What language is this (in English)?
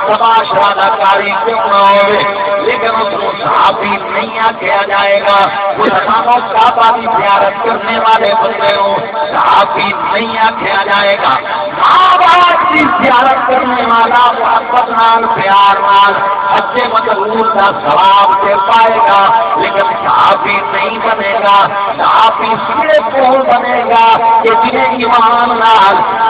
Saraiki